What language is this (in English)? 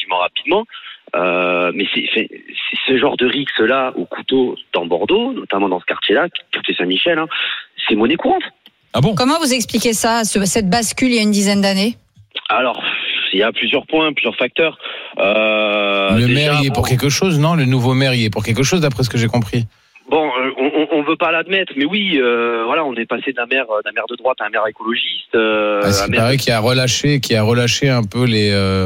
French